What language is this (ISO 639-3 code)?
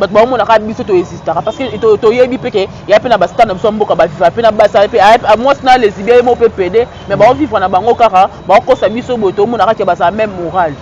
lin